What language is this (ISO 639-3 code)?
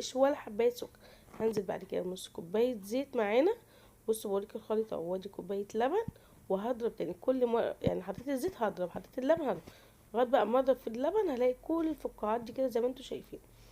arz